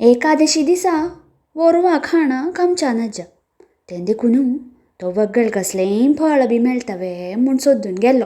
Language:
Konkani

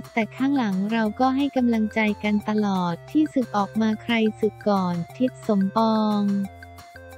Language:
Thai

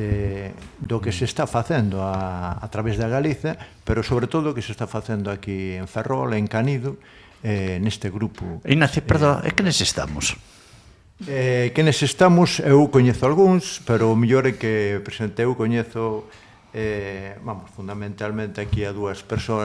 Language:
Galician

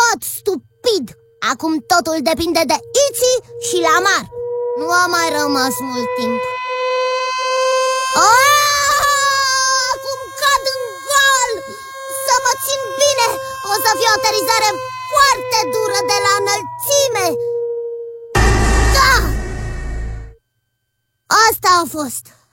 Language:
Romanian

